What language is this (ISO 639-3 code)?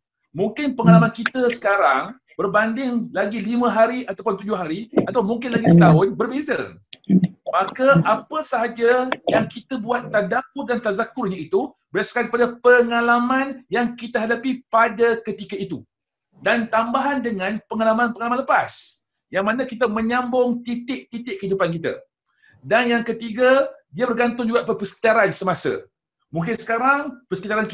msa